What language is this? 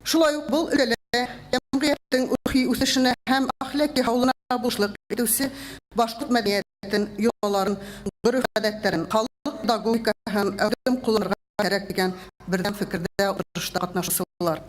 Bashkir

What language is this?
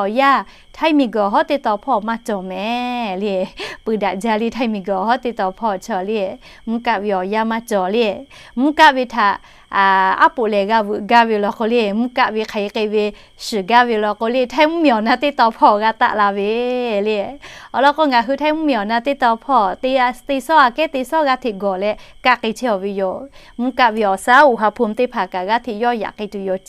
Lahu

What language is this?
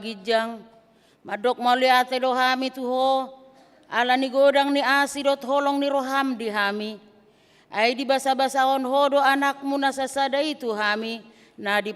Batak Toba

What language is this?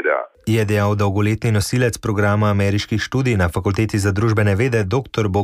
Slovenian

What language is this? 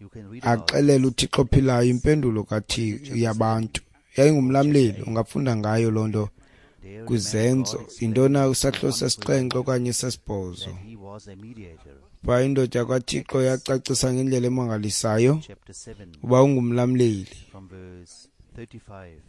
Xhosa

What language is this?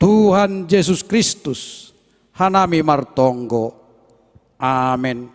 Batak Simalungun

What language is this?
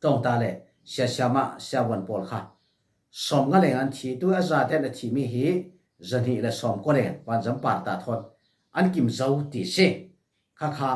Falam Chin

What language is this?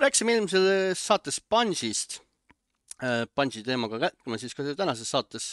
Estonian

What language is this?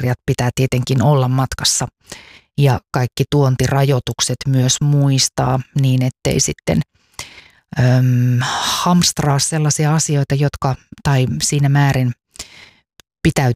Finnish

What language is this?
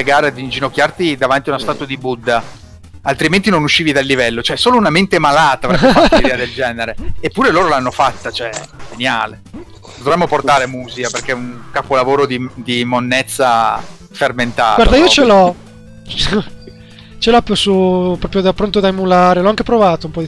Italian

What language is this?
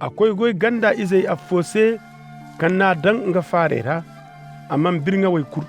Koyraboro Senni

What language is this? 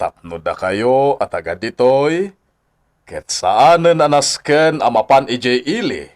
Iloko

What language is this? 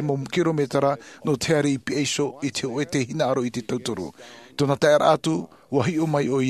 Tahitian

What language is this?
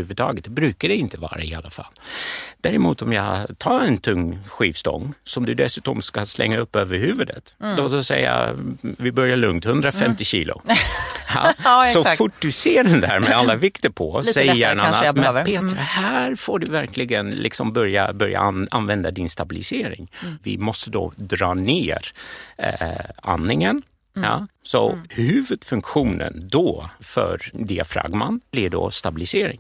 Swedish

